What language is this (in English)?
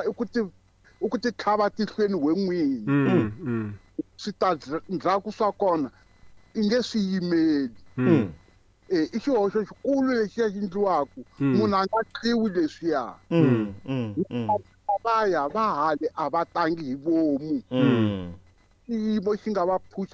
Tsonga